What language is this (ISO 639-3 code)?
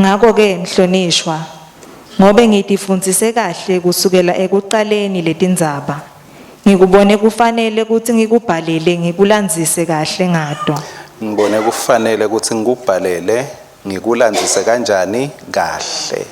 ssw